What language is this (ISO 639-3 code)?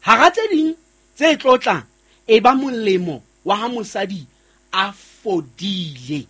sot